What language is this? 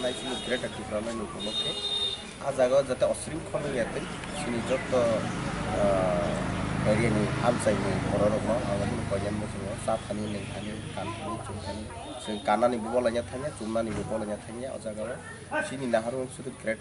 Kok Borok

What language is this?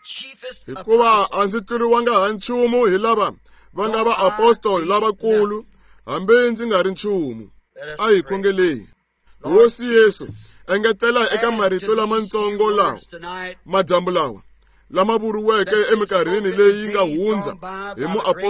Tsonga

